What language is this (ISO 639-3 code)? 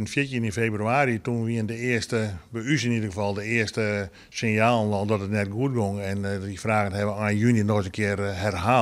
fry